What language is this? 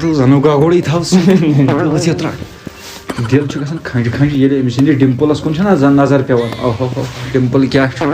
Kashmiri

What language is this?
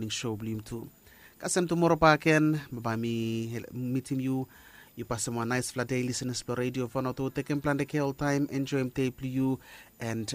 Bislama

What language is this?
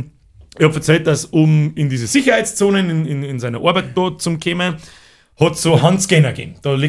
Bavarian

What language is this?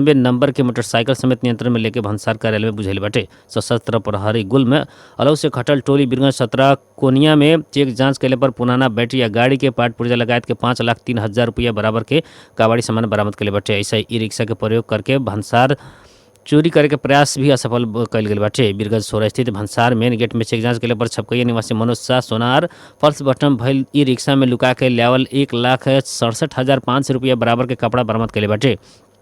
Bhojpuri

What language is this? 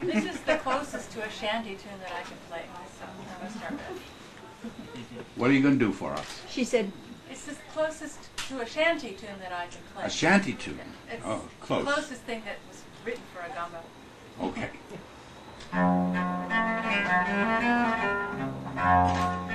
English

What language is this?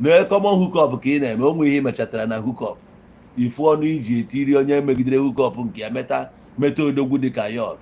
Igbo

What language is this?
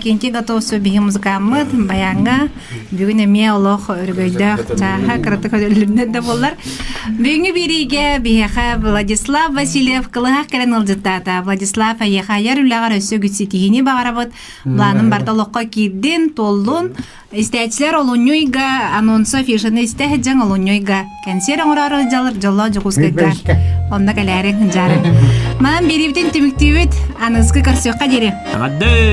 Yakut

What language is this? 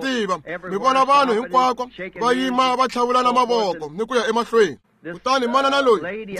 Tsonga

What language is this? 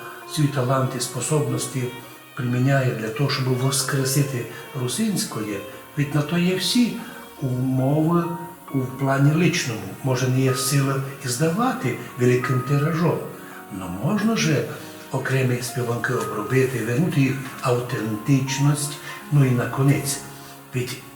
Rusyn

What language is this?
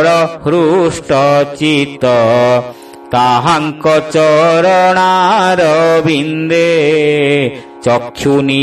Odia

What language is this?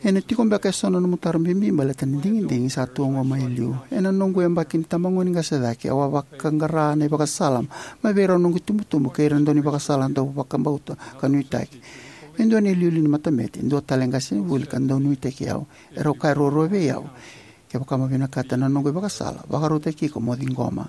Fijian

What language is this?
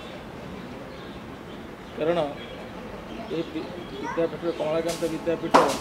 Odia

